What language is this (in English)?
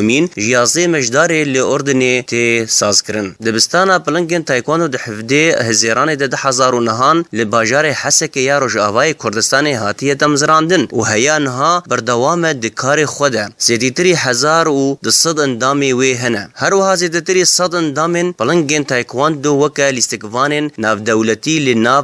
Kurdish